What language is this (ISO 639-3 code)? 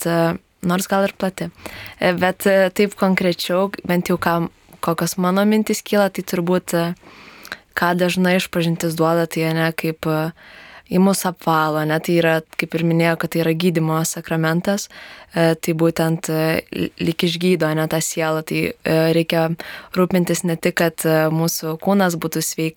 lit